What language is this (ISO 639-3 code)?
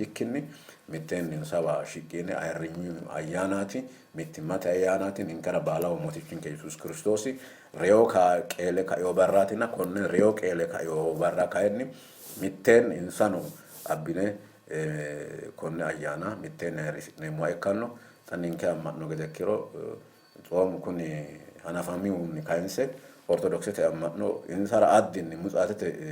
sid